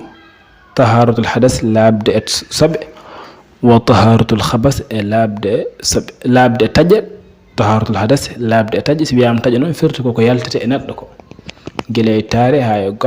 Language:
Fula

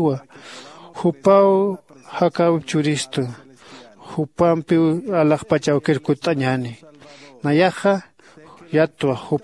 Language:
Aymara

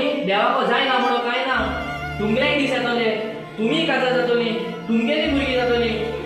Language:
Konkani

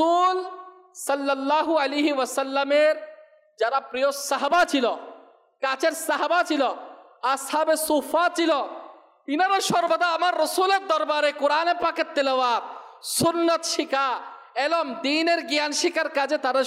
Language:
Bangla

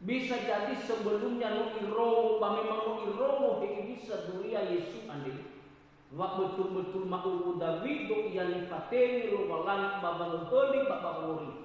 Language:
Nias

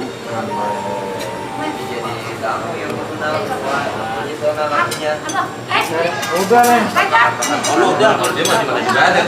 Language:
Betawi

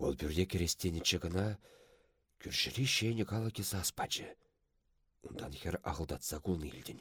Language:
Chuvash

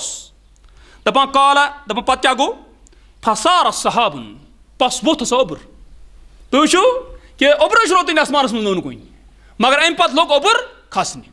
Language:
Kashmiri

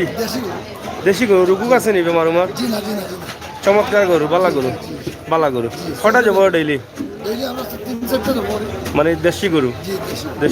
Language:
Sylheti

